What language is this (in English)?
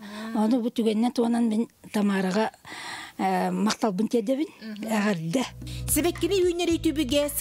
Yakut